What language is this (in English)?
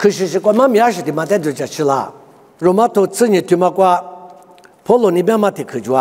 Lisu